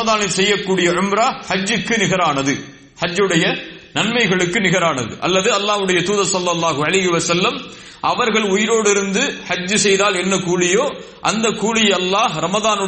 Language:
Tamil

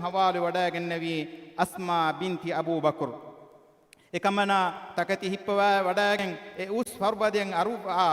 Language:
Divehi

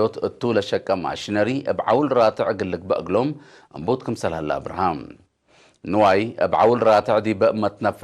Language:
Tigre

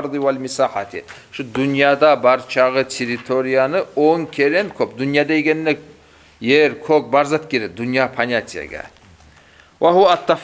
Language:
Kumyk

